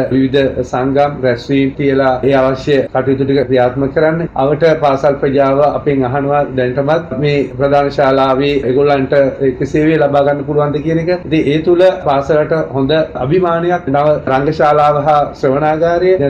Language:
Sinhala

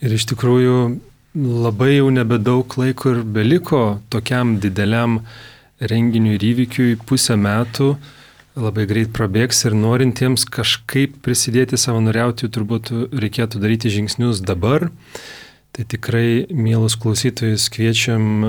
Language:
Lithuanian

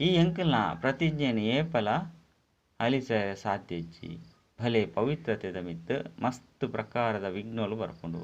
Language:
Tulu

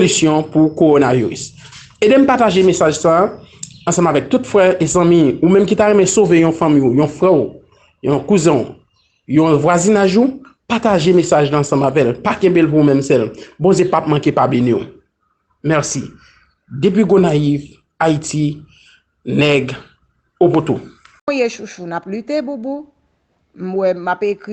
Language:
Haitian Creole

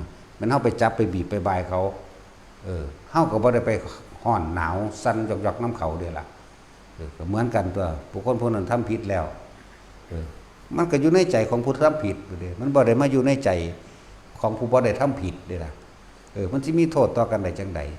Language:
Northeastern Thai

